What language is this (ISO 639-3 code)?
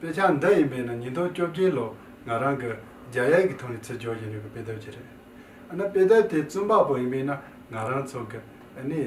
bod